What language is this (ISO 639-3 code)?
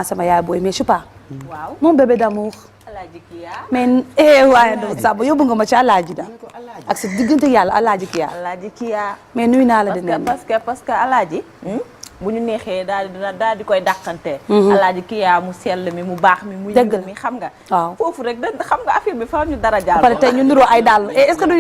wol